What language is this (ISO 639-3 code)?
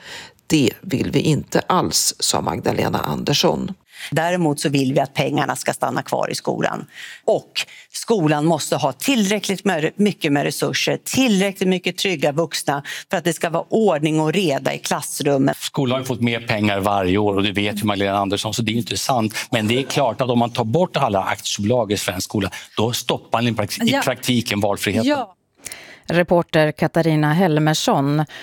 swe